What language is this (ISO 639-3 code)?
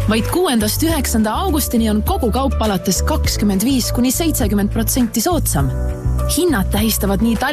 est